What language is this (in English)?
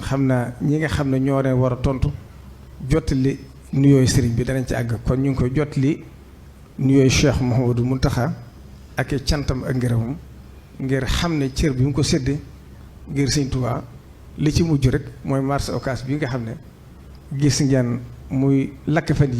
Wolof